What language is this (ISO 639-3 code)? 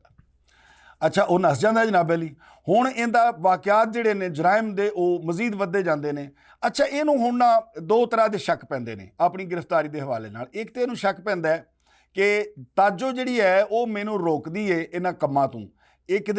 lah